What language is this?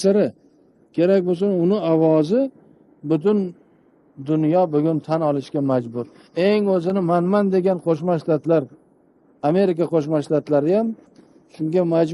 Uzbek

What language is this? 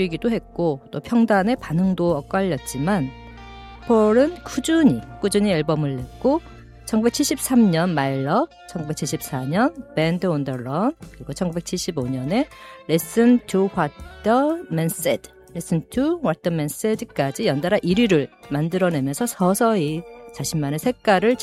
Korean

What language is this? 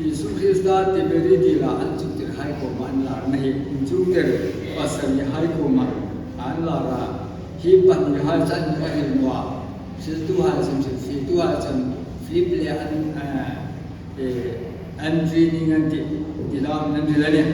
Hmar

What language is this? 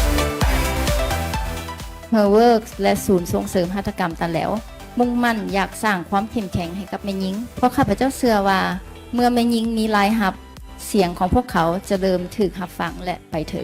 Lao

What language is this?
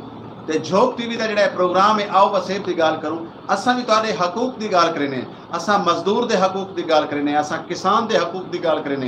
Saraiki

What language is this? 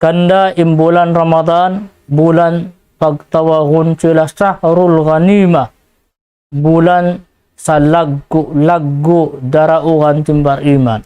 Tausug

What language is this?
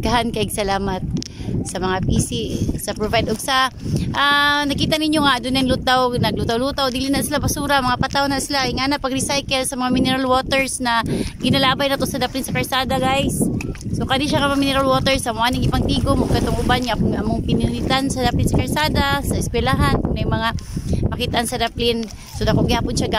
Cebuano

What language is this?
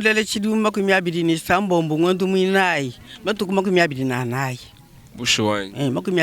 Luba-Lulua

